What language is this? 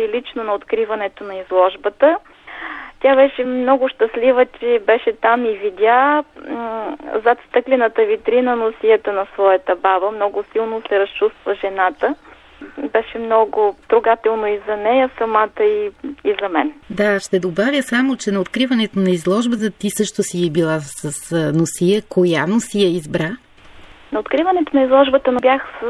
Bulgarian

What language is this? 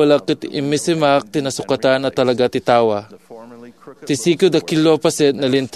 Iloko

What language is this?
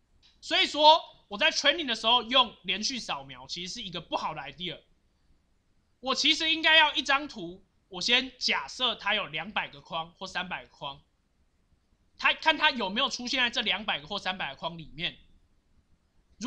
Chinese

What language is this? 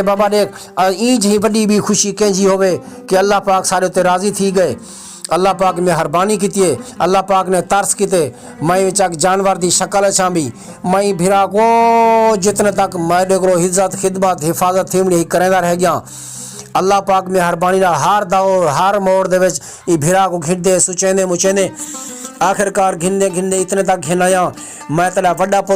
Saraiki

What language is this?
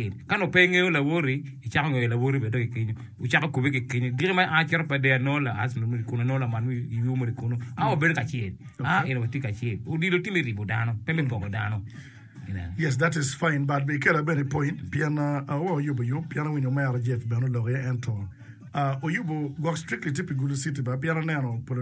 Acoli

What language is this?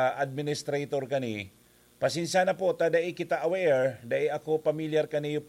Bikol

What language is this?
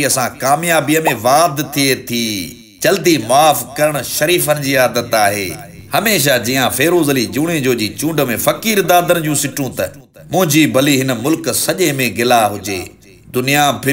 Sindhi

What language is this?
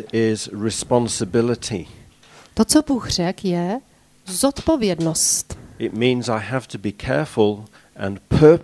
Czech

